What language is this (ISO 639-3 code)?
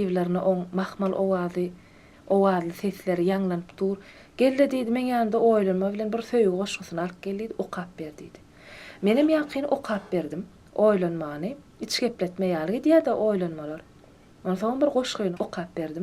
tuk